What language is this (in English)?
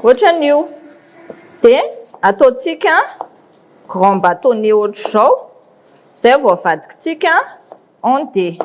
Malagasy